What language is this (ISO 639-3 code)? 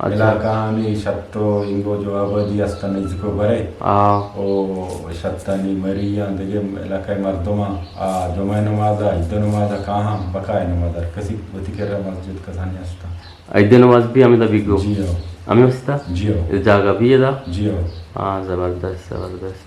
bgp